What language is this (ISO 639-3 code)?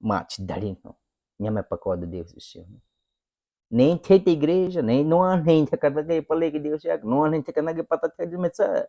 bwi